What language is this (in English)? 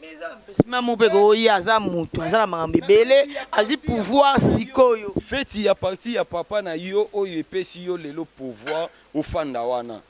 Lingala